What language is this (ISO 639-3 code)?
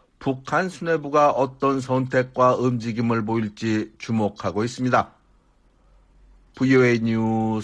kor